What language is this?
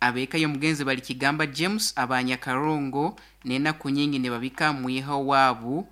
Nyoro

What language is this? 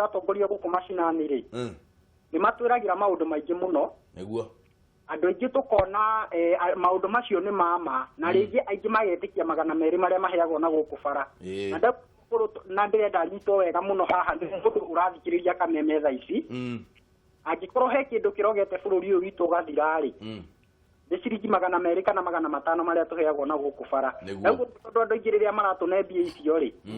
Kikuyu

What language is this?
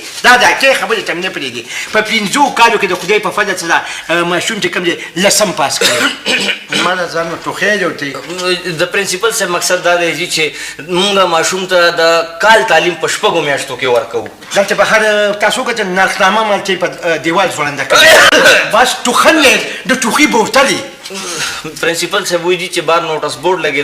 Pashto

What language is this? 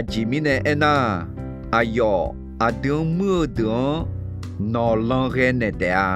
Akha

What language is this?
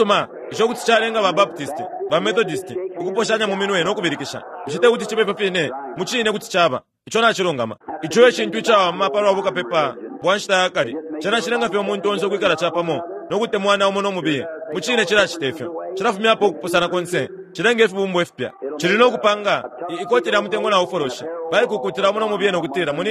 Bemba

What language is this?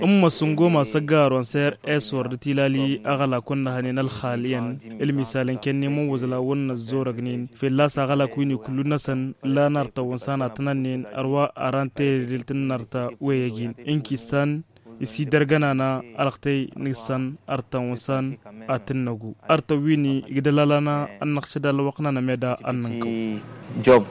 Tamasheq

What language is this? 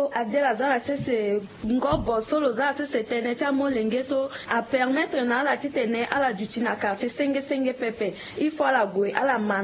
Sango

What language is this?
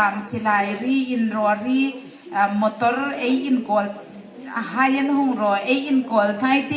Hmar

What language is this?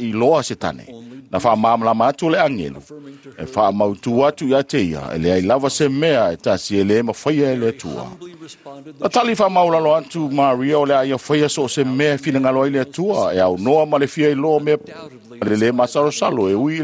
Samoan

